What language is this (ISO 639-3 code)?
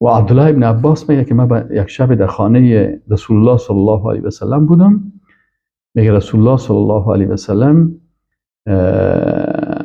fas